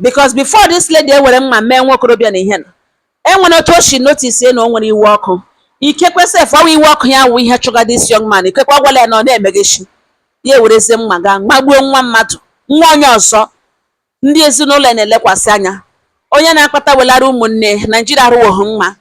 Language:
Igbo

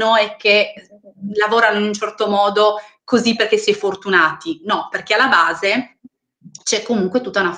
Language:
Italian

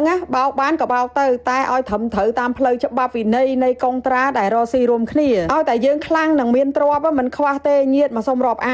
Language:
Khmer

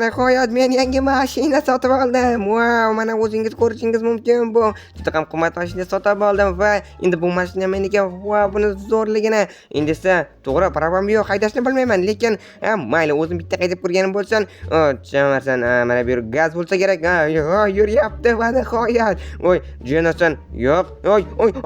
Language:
Uzbek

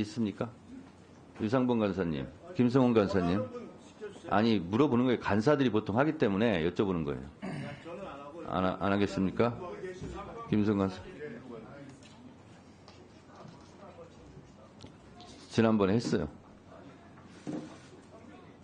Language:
Korean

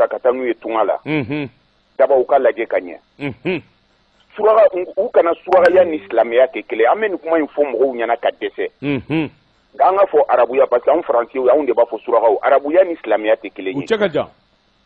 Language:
Bambara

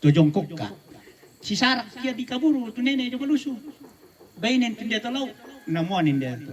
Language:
Toraja-Sa'dan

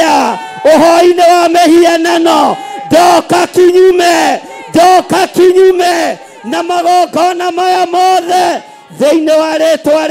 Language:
Kikuyu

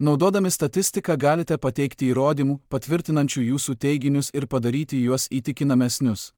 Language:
Lithuanian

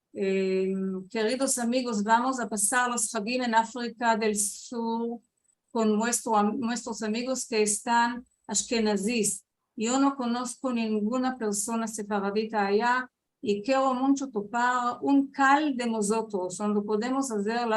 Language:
Ladino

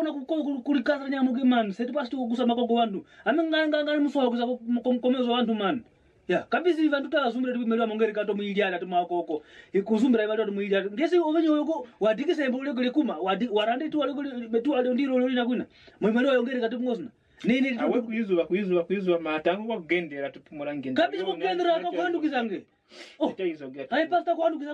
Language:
Kwangali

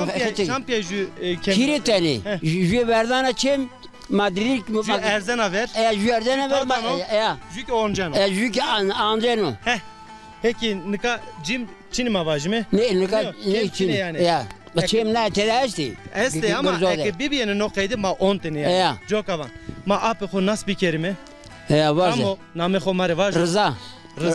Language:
Zaza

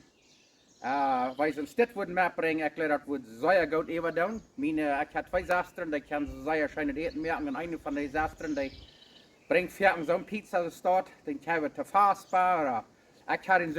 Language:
Plautdietsch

